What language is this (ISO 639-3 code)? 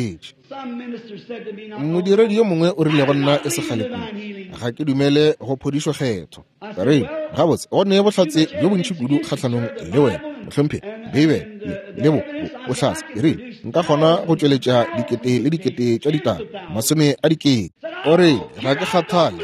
nso